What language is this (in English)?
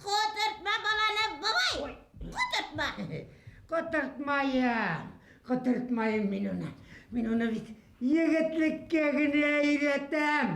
Bashkir